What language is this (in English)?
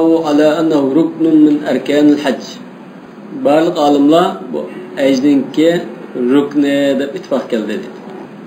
Uyghur